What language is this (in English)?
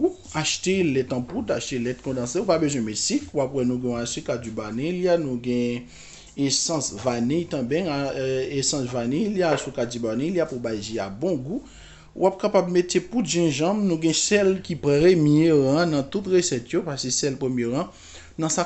Haitian Creole